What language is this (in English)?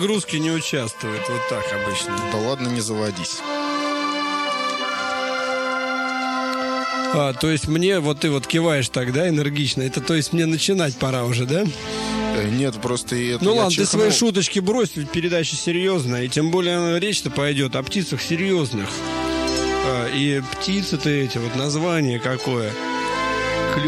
Russian